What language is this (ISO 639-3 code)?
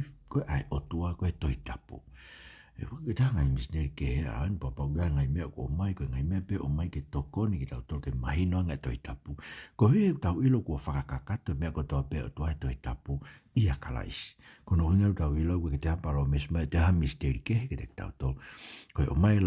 ton